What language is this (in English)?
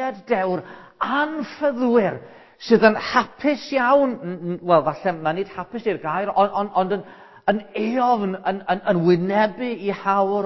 Welsh